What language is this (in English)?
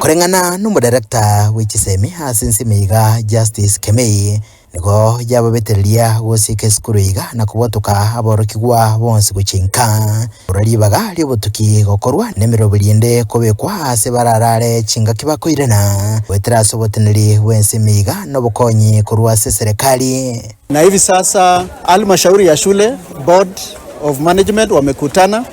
Gusii